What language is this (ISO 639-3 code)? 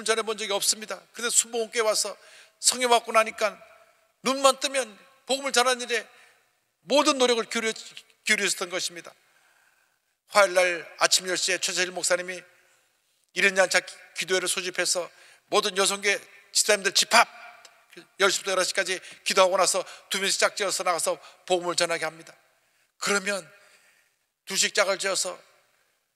kor